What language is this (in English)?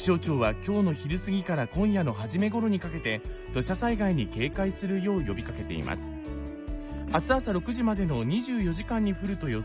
Japanese